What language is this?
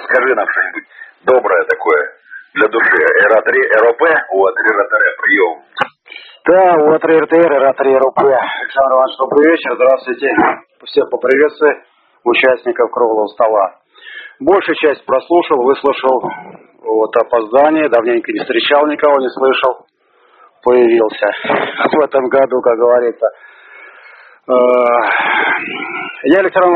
Russian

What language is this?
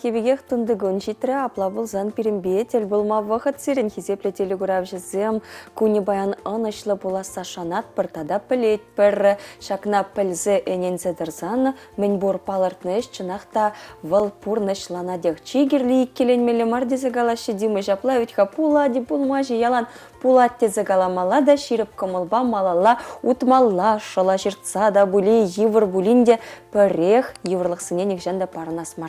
Chuvash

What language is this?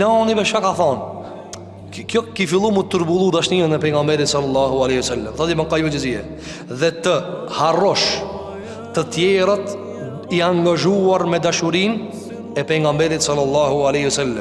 Albanian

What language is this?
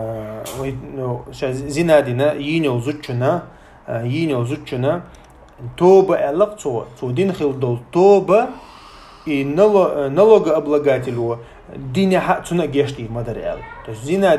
Chechen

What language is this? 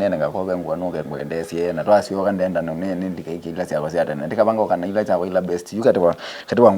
Kamba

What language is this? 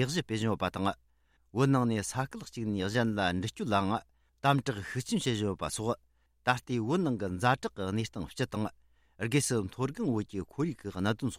Tibetan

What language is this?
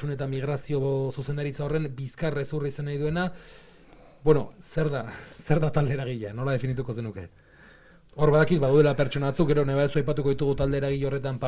Basque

